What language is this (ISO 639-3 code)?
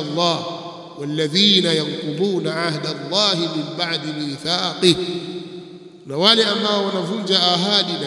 swa